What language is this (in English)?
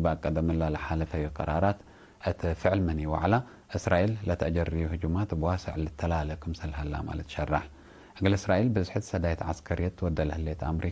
Tigre